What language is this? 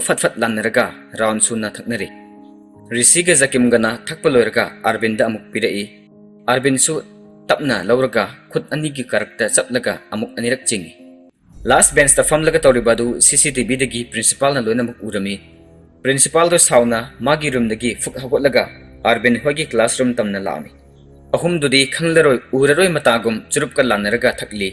Manipuri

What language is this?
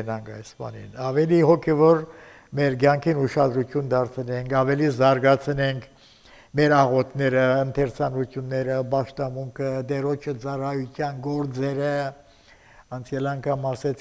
Armenian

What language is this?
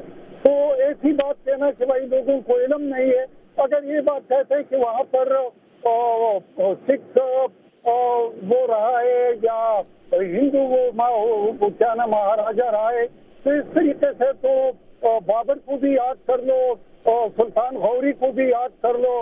Urdu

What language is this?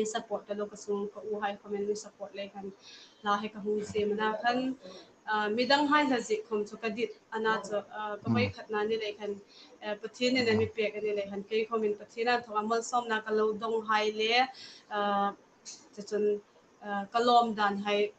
Hmar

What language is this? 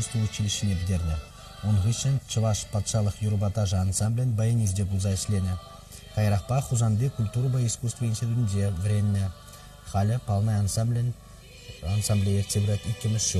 Chuvash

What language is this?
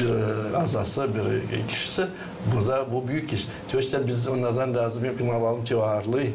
Gagauz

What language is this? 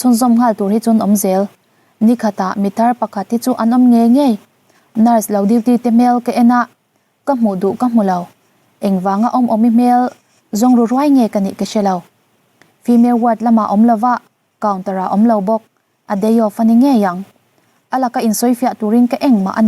Mizo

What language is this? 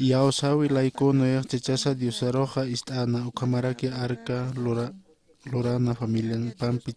Aymara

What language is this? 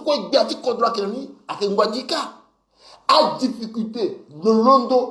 Sango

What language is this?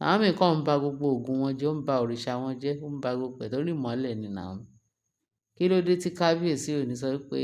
Yoruba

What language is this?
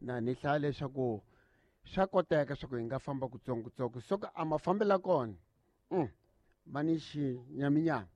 Tsonga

